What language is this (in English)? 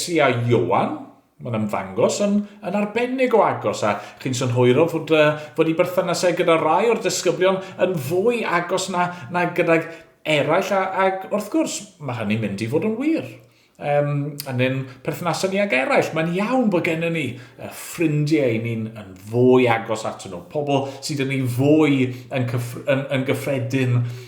Welsh